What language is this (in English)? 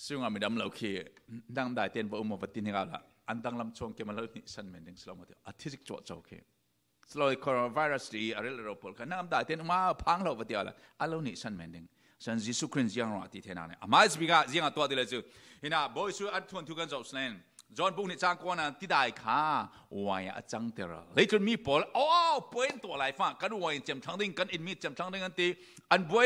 Falam Chin